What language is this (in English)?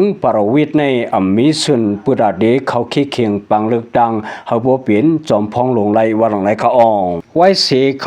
Shan